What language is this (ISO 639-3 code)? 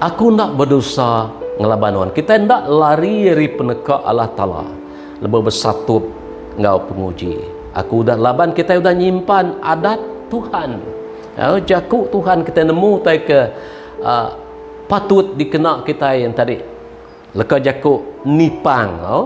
iba